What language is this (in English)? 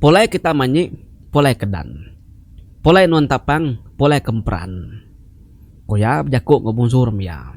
Iban